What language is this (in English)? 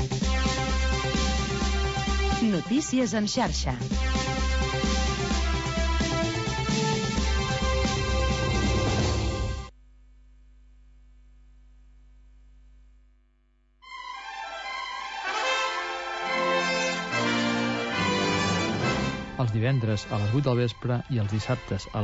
Catalan